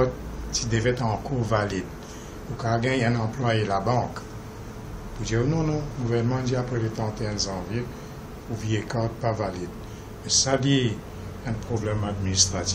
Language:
Morisyen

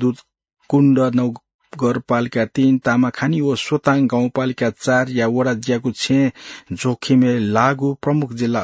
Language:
Newari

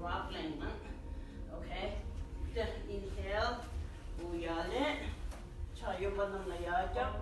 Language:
Tibetan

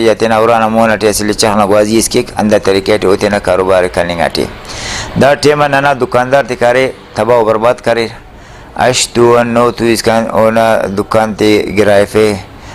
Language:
Brahui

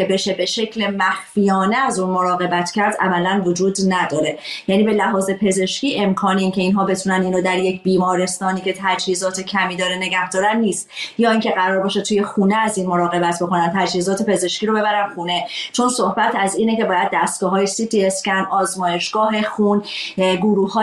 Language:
Persian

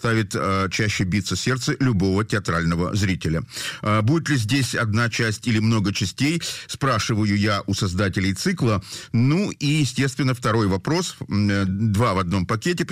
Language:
Russian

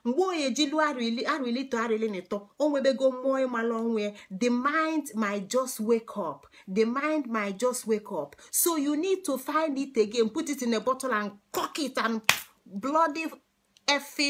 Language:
Igbo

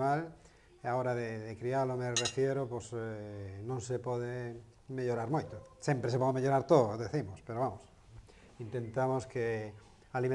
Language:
Galician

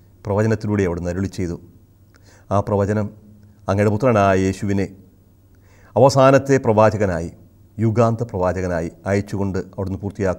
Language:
Malayalam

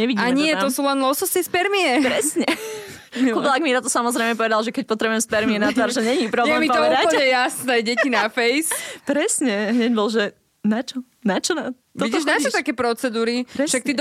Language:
Slovak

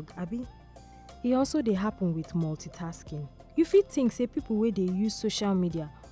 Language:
Nigerian Pidgin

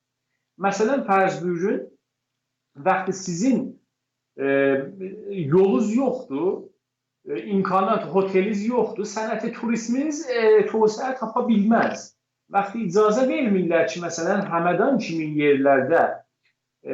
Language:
South Azerbaijani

